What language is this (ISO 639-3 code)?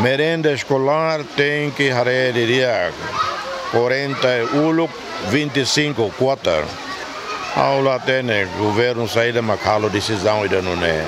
tet